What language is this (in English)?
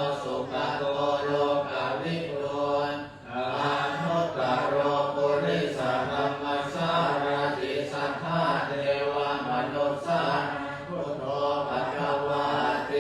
Pali